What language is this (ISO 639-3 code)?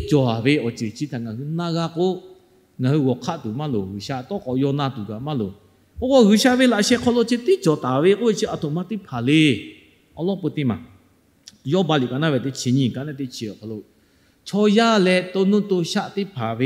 lhu